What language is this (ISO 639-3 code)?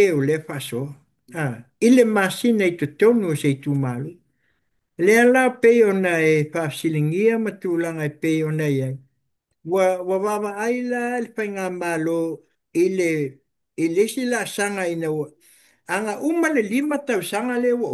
smo